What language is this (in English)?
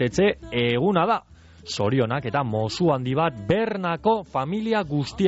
Basque